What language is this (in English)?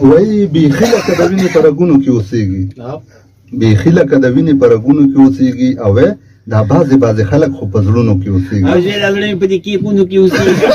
Pashto